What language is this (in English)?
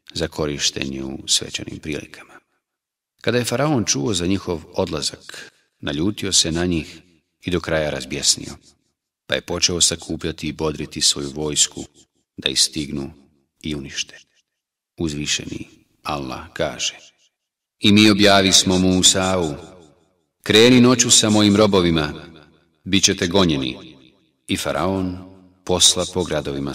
Bosnian